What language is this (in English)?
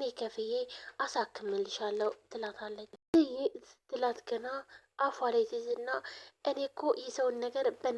Amharic